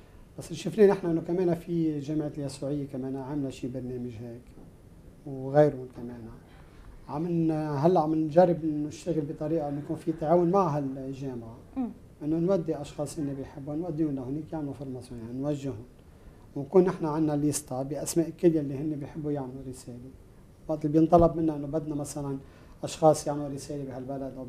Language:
North Levantine Arabic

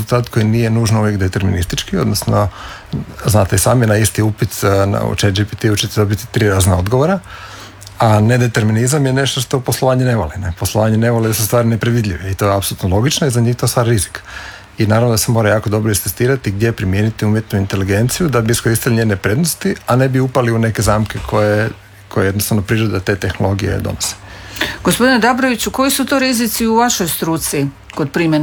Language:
Croatian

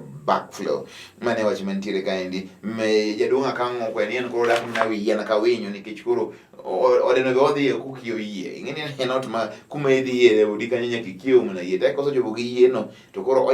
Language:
Luo (Kenya and Tanzania)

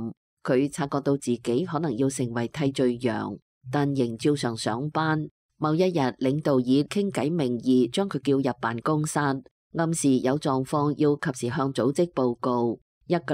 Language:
Cantonese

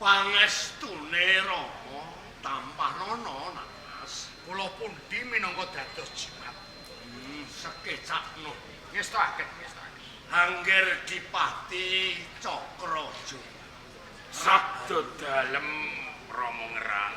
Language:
Javanese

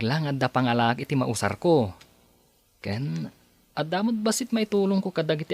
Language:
Iloko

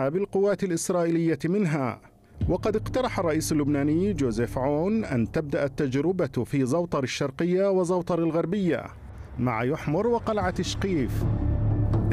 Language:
Arabic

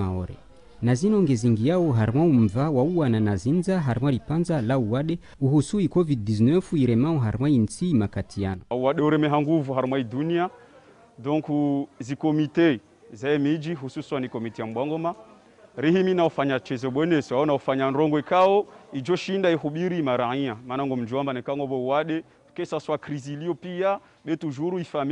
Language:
Ngazidja Comorian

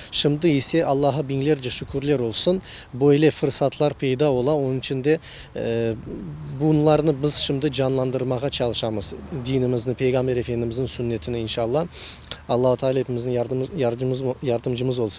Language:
Crimean Tatar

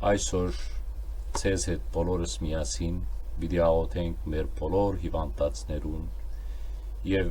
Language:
Western Armenian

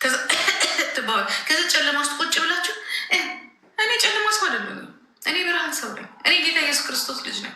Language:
Amharic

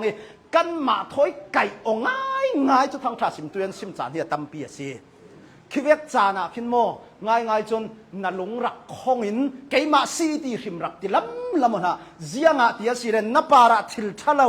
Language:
Hakha Chin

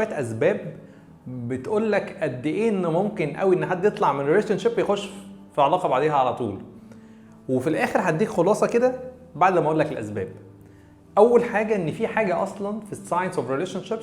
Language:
Egyptian Arabic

